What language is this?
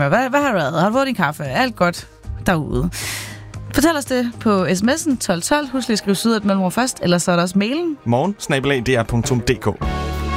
Danish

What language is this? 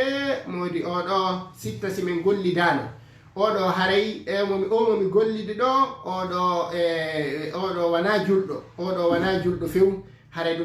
Fula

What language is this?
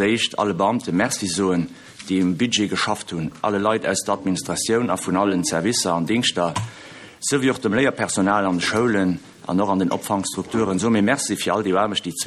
Luxembourgish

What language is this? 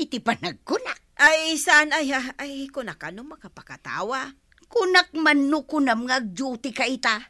Iloko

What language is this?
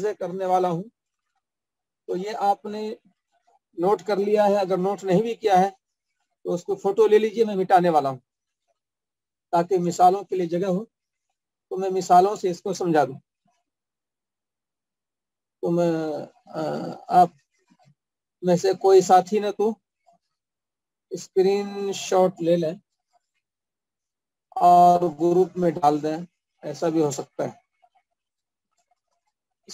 Urdu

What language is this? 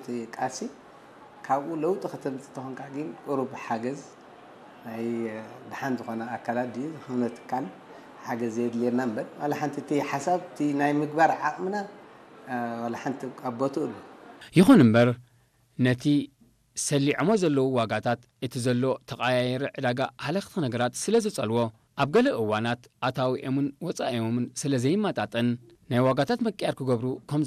Tigrinya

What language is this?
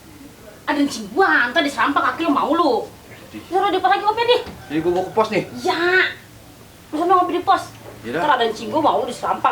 Betawi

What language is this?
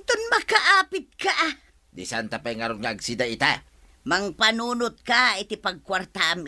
Iloko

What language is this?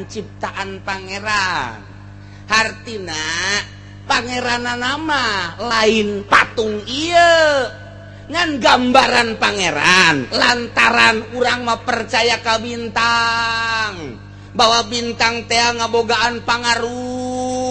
Sundanese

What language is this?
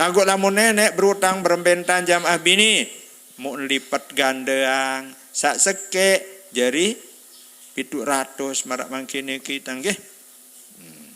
Sasak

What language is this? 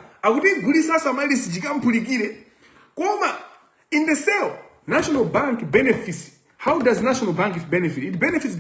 Nyanja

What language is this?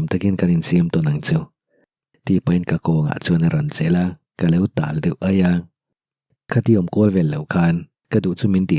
Mizo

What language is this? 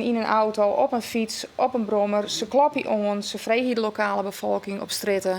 Western Frisian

